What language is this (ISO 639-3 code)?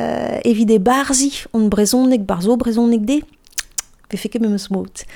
bre